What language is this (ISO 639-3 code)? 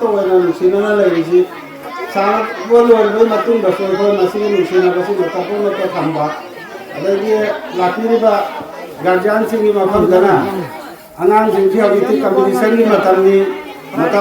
mni